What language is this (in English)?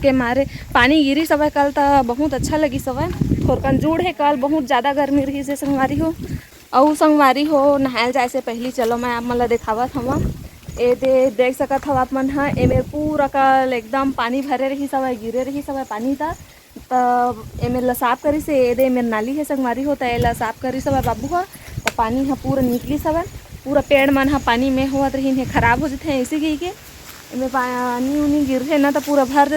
Chhattisgarhi